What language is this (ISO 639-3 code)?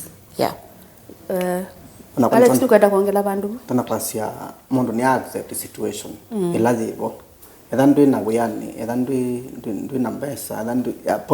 kam